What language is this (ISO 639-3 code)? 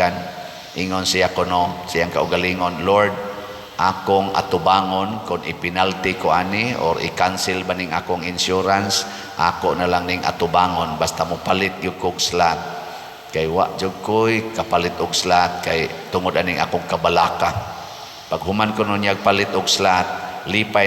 ceb